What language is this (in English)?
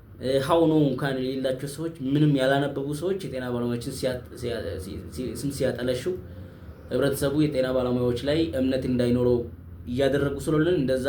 Amharic